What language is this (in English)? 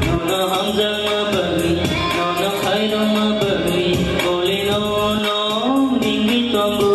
Kok Borok